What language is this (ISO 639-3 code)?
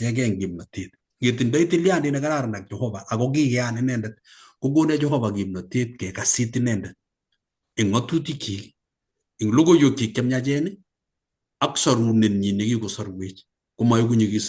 kln